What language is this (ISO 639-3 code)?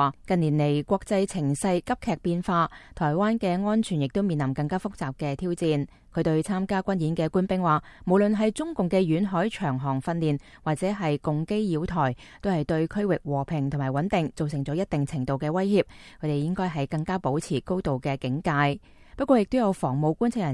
yue